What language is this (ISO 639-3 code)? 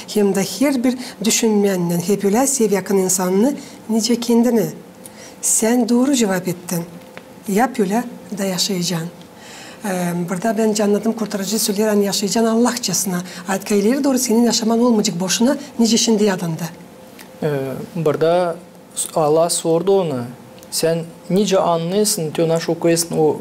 gag